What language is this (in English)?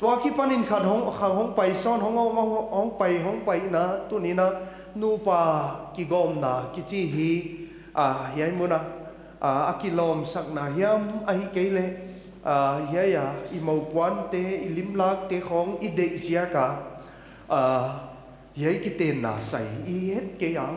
Paite Chin